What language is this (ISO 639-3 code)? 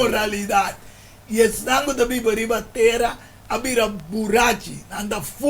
pap